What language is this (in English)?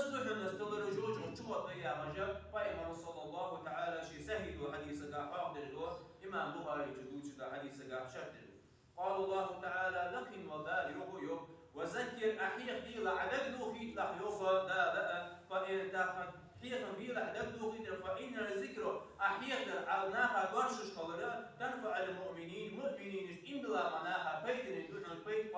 Ingush